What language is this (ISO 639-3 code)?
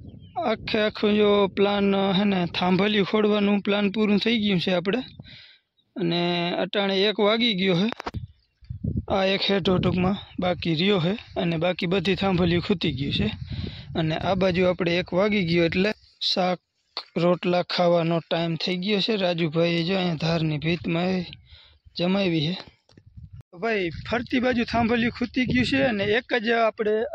guj